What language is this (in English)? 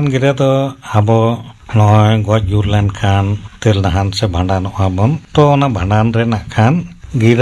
Santali